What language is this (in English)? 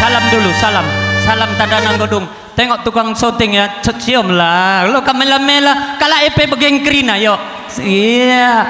Batak Karo